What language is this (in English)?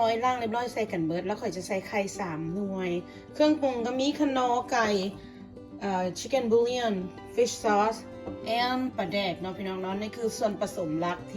Lao